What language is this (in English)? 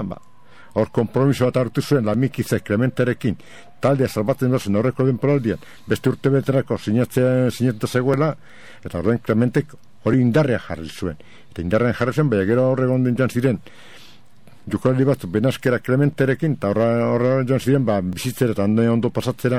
Basque